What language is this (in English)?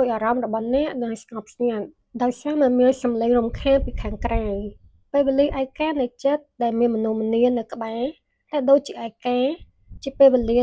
Khmer